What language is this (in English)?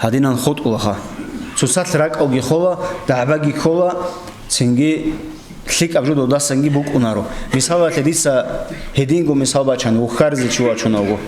Avaric